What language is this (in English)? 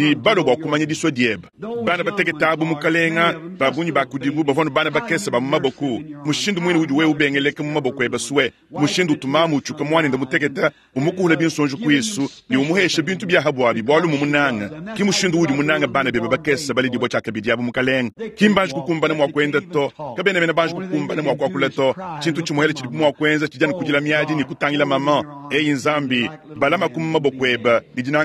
Luba-Lulua